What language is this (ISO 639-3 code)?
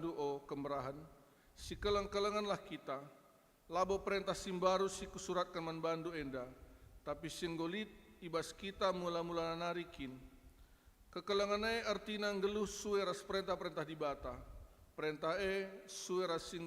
btx